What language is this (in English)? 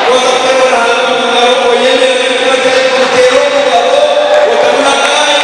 Nyankole